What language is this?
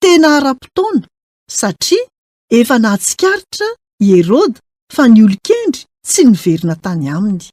Malagasy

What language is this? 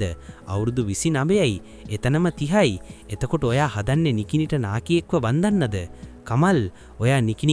Sinhala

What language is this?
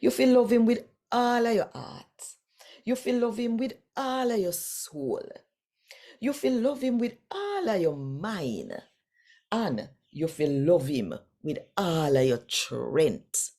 Jamaican Creole English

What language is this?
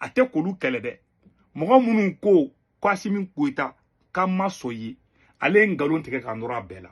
Bambara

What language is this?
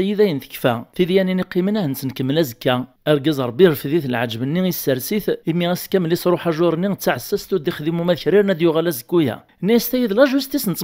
Kabyle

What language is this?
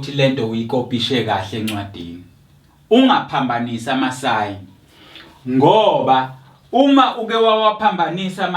Zulu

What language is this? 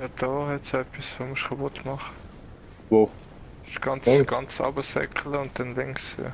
Swiss German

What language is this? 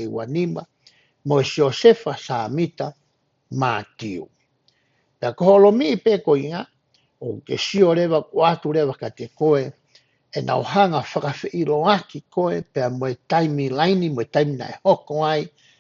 Tongan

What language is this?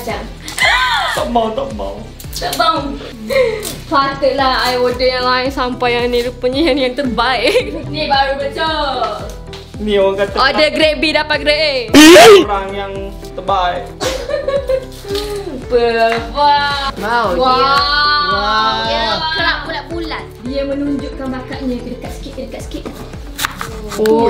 Malay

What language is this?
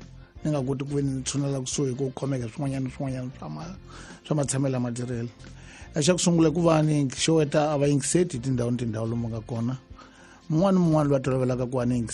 Tsonga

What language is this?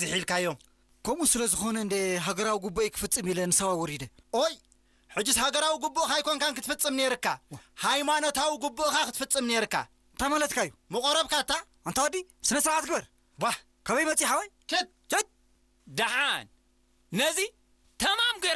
Tigrinya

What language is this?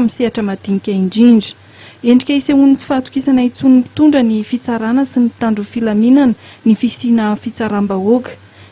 Malagasy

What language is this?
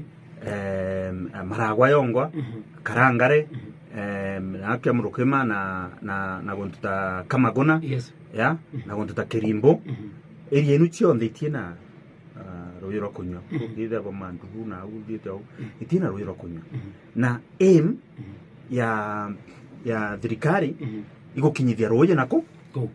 Meru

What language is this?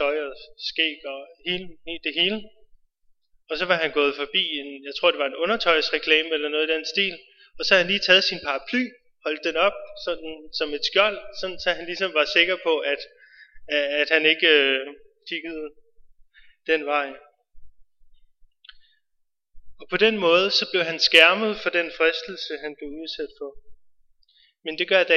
Danish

